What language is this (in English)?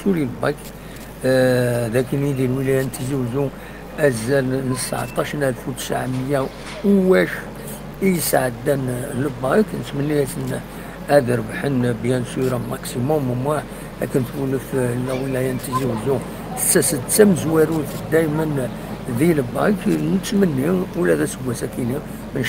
Kabyle